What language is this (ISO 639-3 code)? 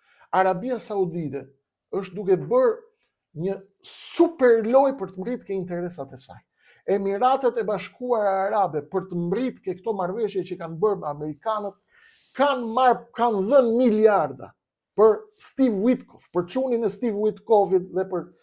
sqi